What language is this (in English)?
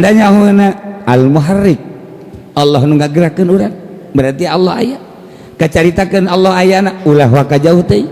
Sundanese